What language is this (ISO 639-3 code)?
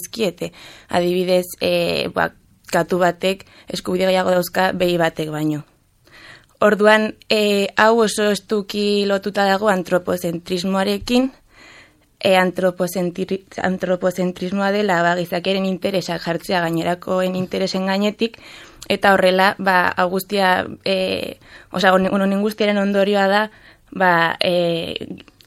eus